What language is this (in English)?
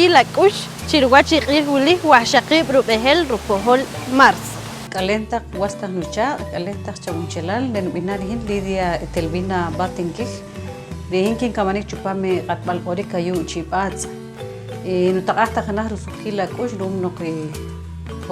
Poqomchi'